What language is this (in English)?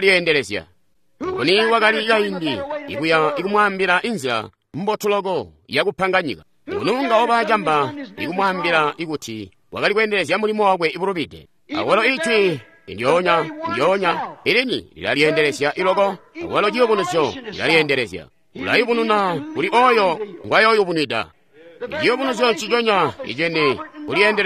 Tonga (Zambia)